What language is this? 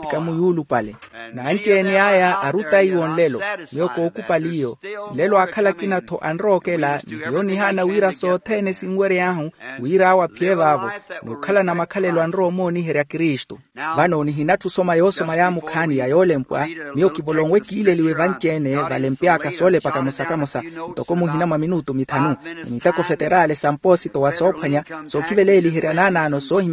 Makhuwa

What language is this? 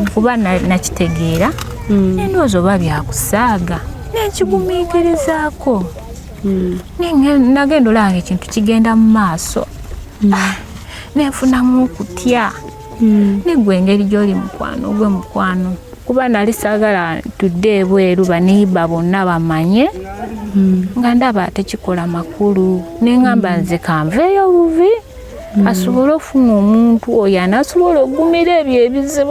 Ganda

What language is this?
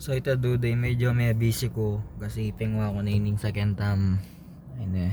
Pampanga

